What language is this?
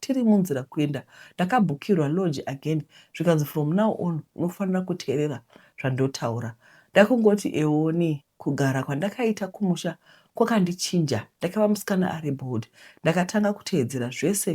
Shona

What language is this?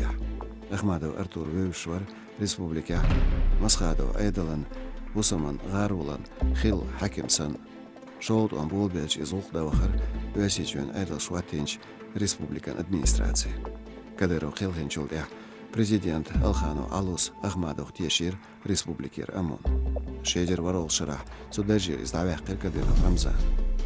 Chechen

